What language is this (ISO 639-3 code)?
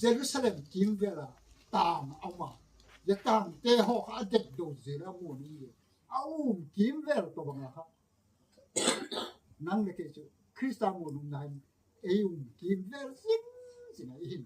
gnb